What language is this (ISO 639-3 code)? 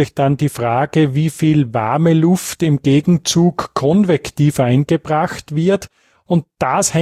deu